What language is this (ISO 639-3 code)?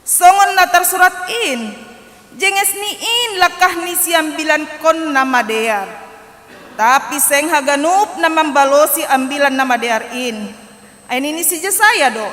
bts